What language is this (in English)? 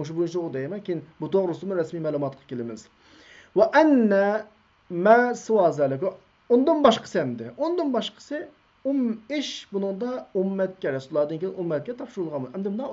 Uyghur